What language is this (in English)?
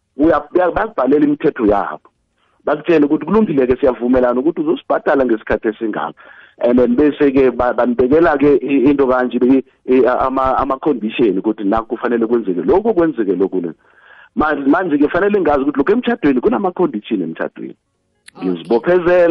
South Ndebele